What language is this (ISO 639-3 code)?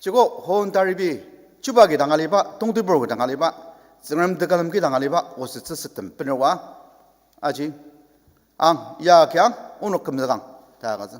njo